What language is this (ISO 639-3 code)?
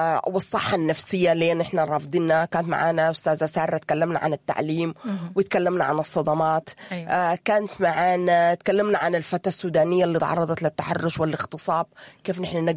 apd